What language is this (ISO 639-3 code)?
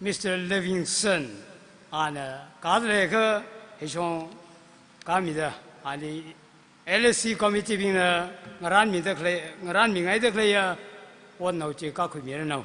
nmf